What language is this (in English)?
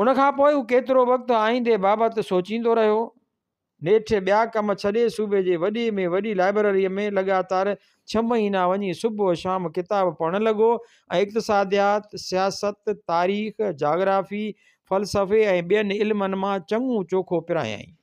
Sindhi